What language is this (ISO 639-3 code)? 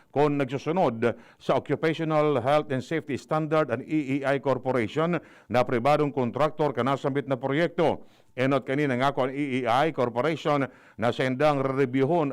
bik